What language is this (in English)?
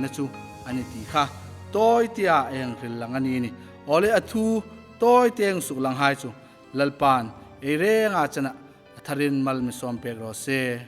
Hmar